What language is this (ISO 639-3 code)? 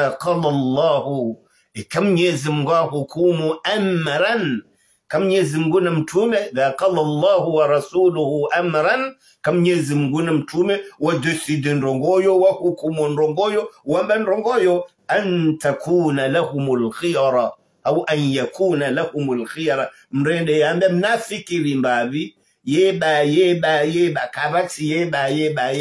swa